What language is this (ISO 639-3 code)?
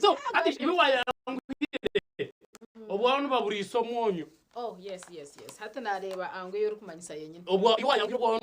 nyn